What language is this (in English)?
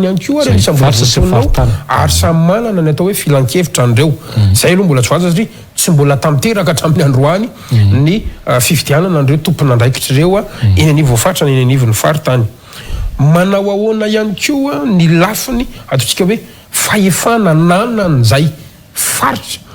Malagasy